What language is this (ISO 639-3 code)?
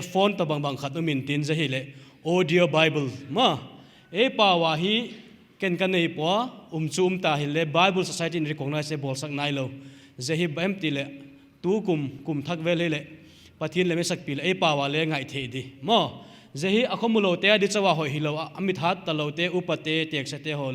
pck